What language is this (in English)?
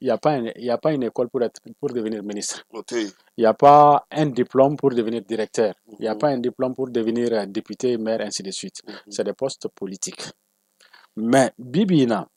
Bambara